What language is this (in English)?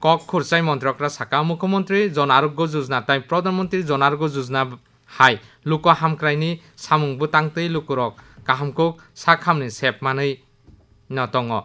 Kok Borok